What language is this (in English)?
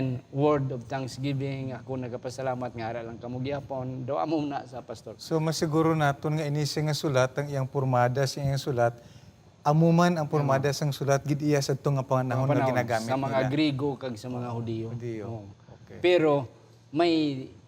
Hiligaynon